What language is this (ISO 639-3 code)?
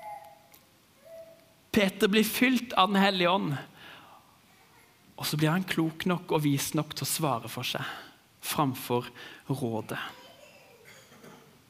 nor